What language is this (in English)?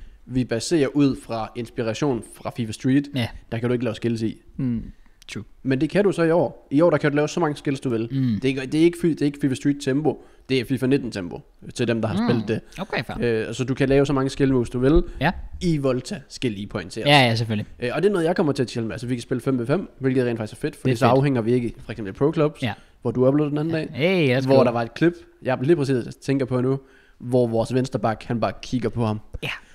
Danish